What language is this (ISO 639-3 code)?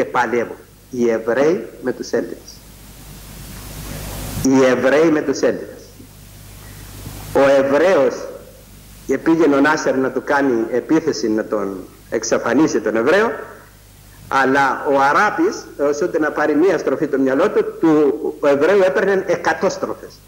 ell